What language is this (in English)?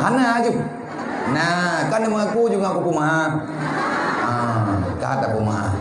Achinese